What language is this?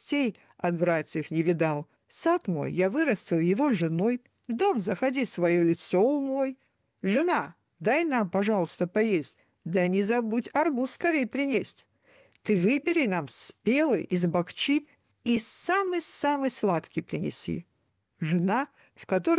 Russian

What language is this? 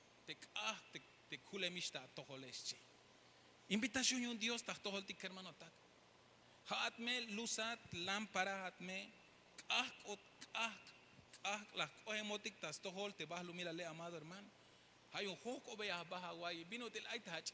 Tzeltal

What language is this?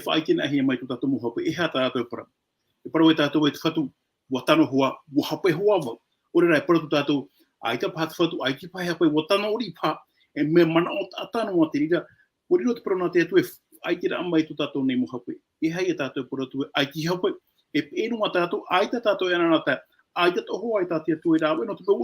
Tahitian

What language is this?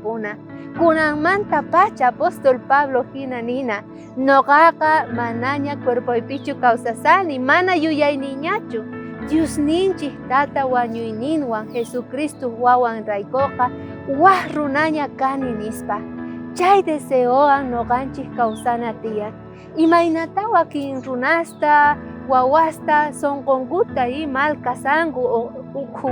South Bolivian Quechua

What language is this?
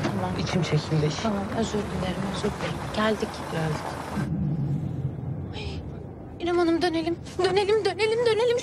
Turkish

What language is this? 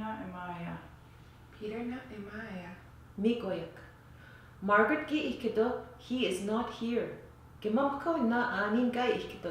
Western Ojibwa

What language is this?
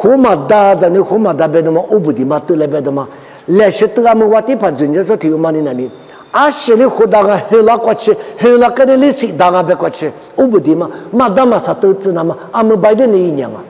Lisu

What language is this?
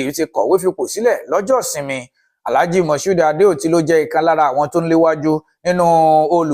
Yoruba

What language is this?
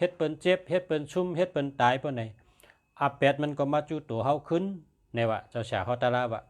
Shan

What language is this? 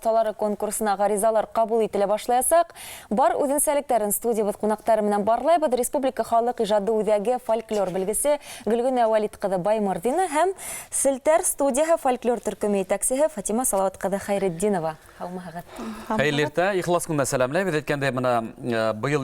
Bashkir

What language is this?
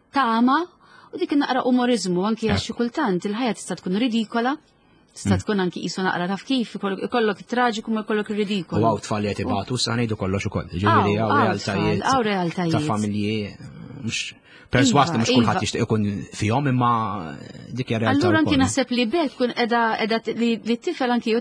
Maltese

